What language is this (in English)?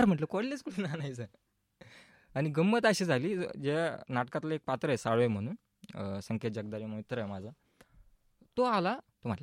Marathi